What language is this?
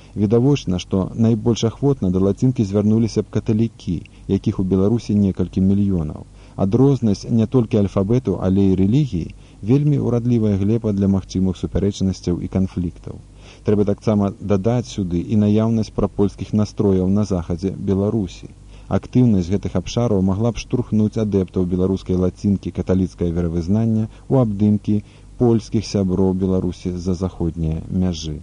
Belarusian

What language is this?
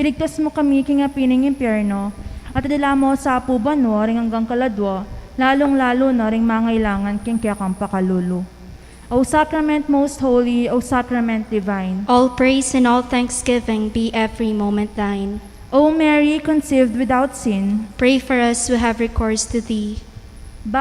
Pampanga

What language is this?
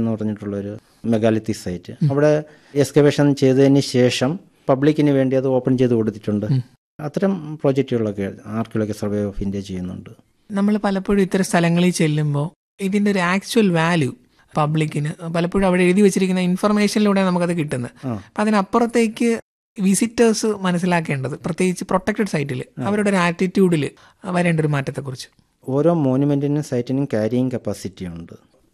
Malayalam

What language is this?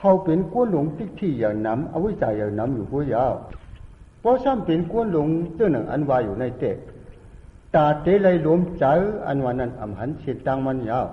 Shan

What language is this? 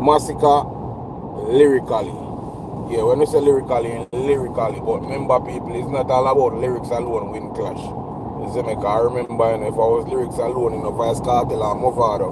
Jamaican Creole English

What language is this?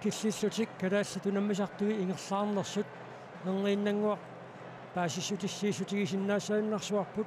Kalaallisut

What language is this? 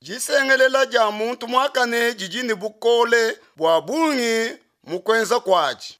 Luba-Lulua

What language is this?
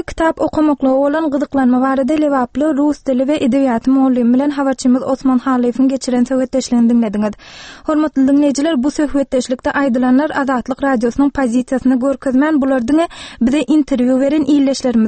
Turkmen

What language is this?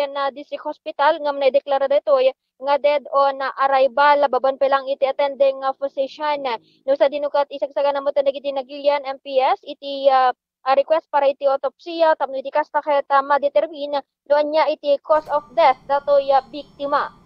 Iloko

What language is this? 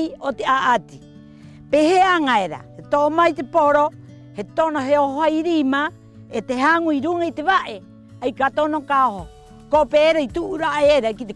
Rapanui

